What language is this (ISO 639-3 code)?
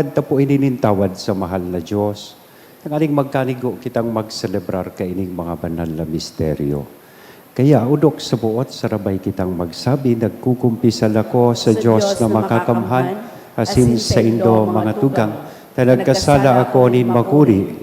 bik